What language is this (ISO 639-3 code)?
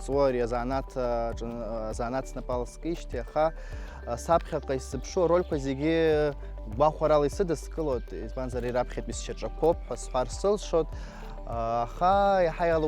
abk